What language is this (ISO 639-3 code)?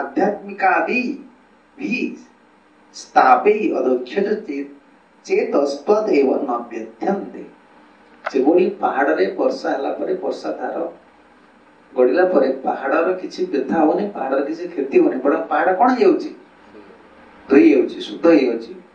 ori